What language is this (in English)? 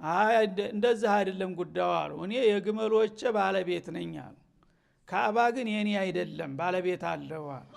Amharic